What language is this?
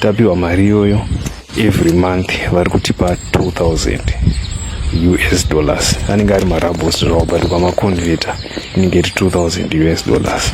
Shona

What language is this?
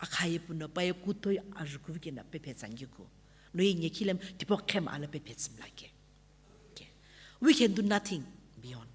Sumi Naga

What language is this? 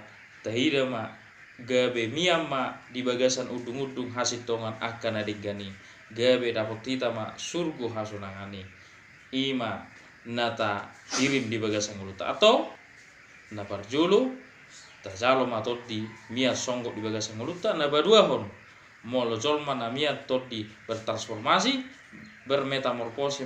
Batak Toba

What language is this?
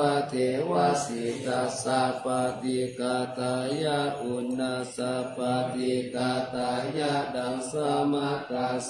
Pali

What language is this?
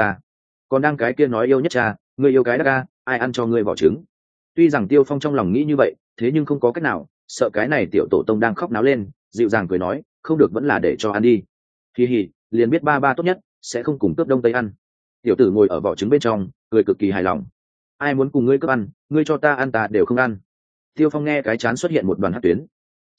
Vietnamese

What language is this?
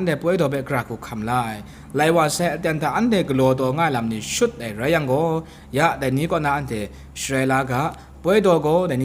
Kachin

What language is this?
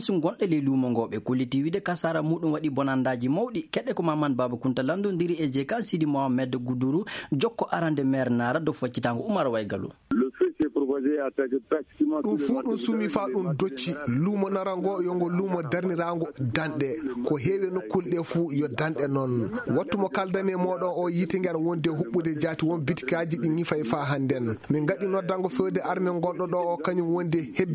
Fula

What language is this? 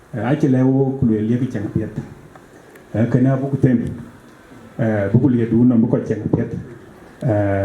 Dinka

